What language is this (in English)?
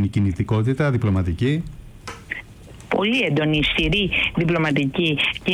Greek